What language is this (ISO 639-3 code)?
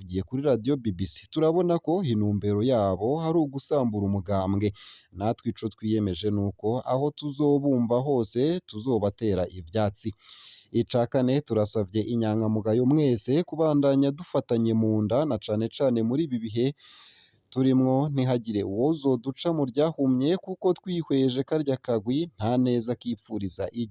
run